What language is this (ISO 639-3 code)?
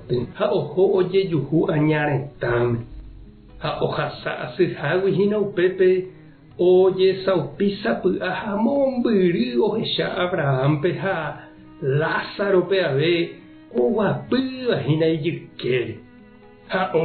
grn